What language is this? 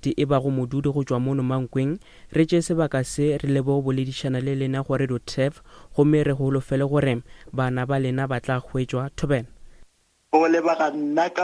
Northern Sotho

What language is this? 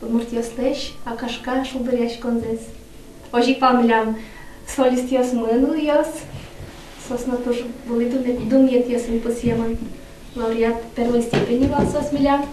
Udmurt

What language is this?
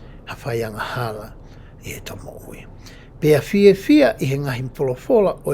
Tongan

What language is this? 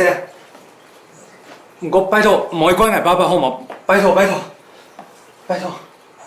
Hakka Chinese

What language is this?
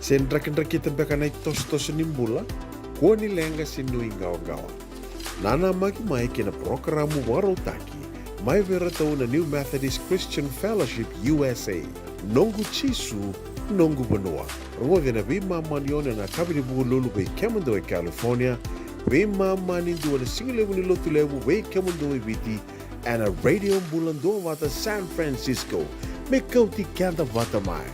Fijian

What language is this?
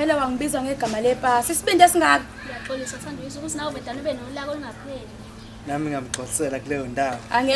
Zulu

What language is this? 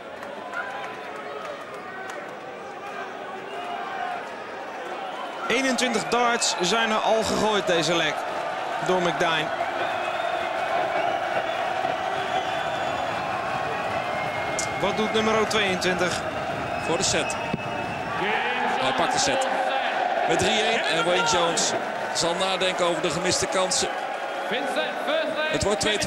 Dutch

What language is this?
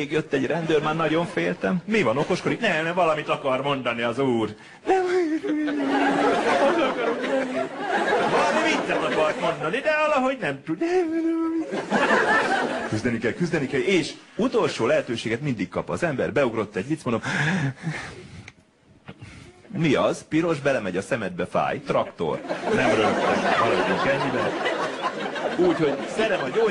Hungarian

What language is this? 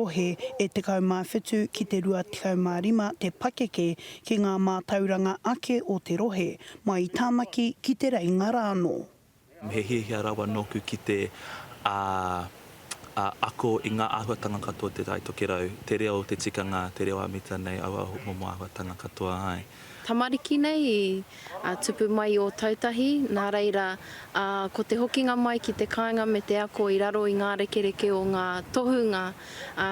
Māori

